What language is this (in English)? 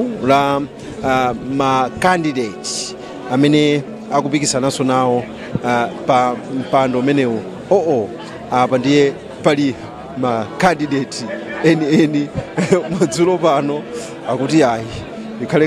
Nyanja